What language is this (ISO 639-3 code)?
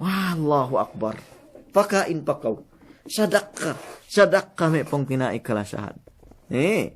yka